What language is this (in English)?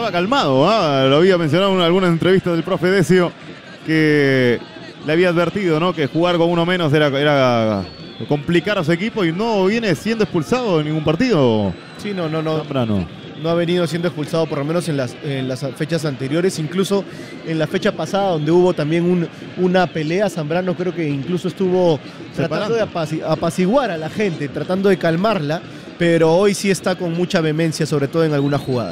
Spanish